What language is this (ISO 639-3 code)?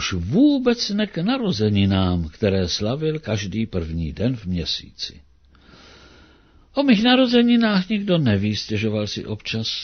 ces